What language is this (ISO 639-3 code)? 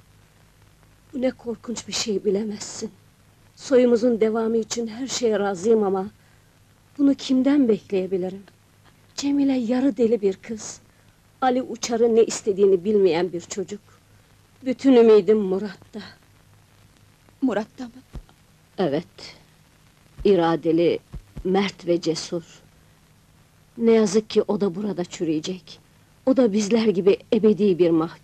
tur